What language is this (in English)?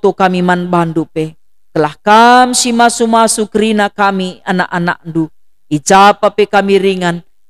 Batak Karo